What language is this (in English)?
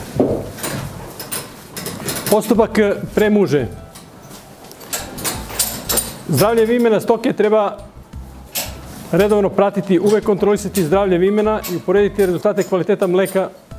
Serbian